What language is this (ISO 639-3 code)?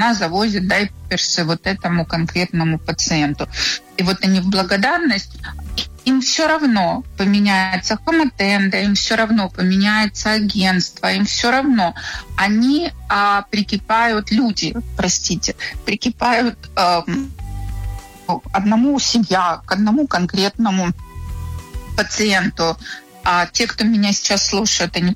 rus